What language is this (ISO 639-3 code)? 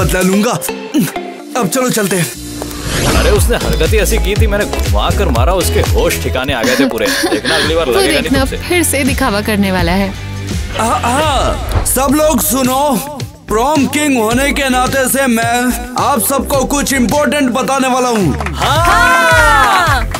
hin